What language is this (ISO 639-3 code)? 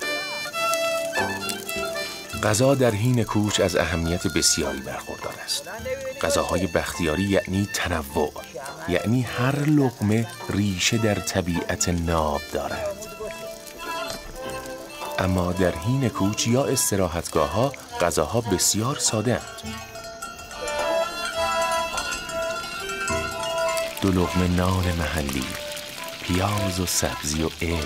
fas